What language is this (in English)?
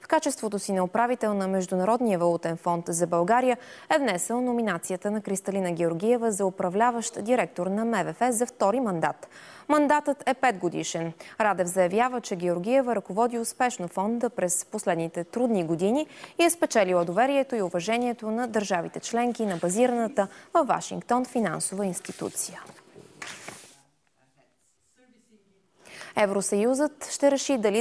Bulgarian